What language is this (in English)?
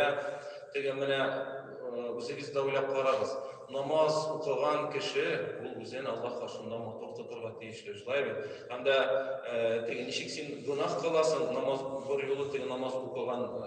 Tatar